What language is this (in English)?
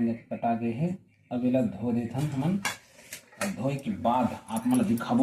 Chhattisgarhi